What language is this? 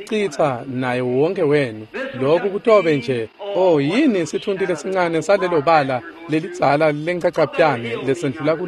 Swati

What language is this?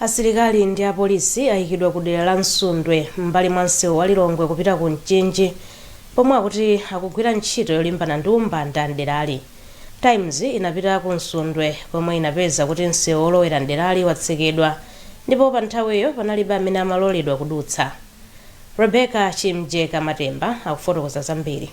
Nyanja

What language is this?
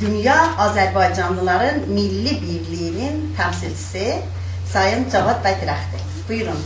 South Azerbaijani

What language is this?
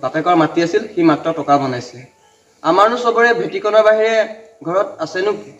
Assamese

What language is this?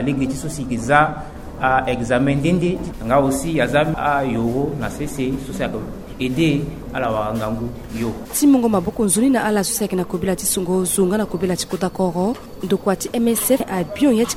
Sango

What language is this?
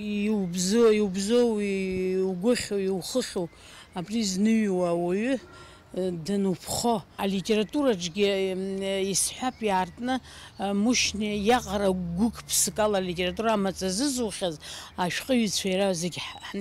Abkhazian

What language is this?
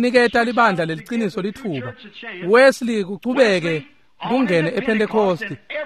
Swati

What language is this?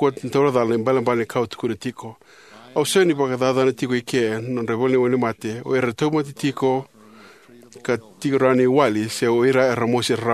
Fijian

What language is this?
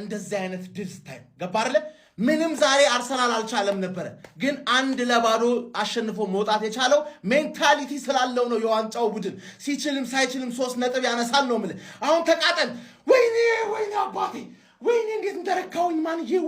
Amharic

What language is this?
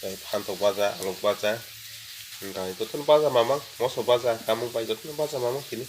Kok Borok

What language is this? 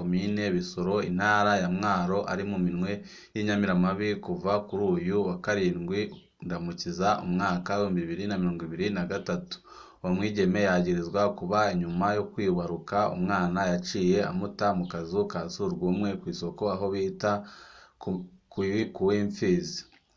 Rundi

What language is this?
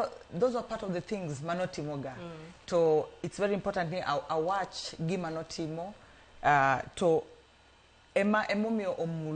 Luo (Kenya and Tanzania)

